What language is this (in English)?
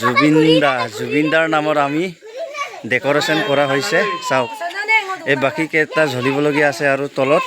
Assamese